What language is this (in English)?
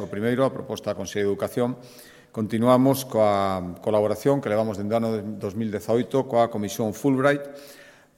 Galician